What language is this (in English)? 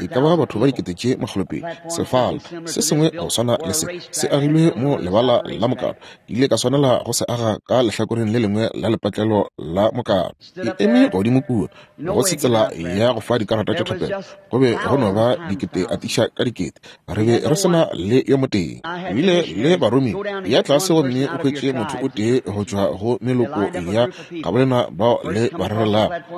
Northern Sotho